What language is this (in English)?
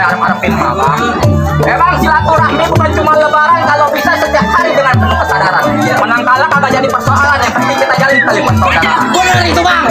Betawi